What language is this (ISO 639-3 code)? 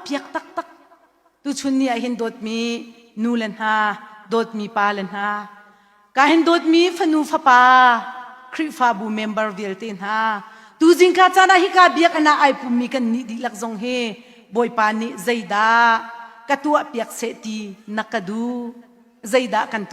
cnh